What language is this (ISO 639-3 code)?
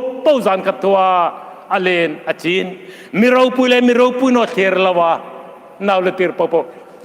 hmr